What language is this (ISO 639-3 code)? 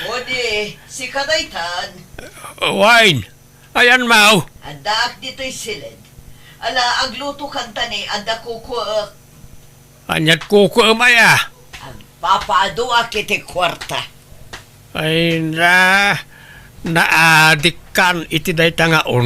ilo